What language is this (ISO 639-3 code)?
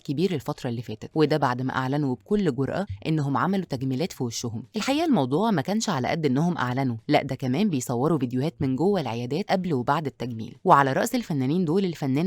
arz